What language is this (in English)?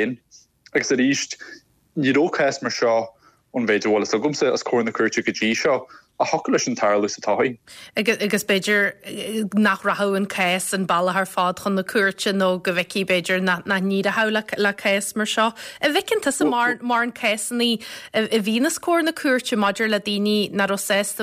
Irish